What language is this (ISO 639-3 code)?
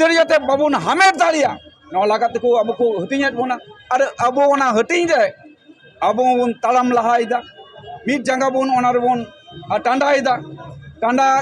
sat